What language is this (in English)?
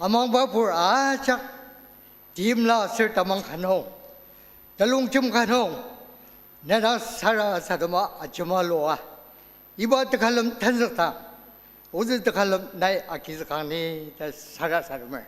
Ao Naga